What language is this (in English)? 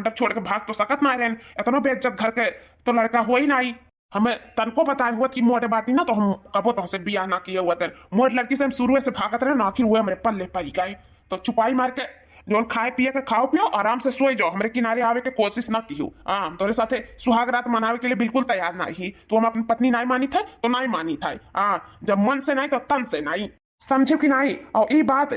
Awadhi